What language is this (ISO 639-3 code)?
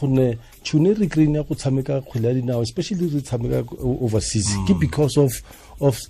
tsn